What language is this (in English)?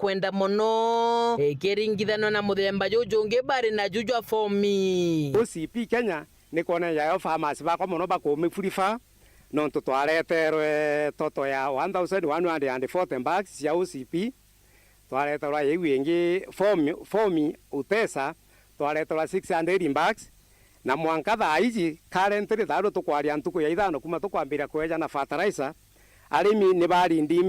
Meru